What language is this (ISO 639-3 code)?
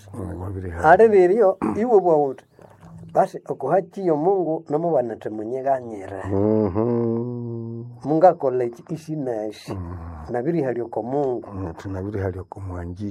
nnb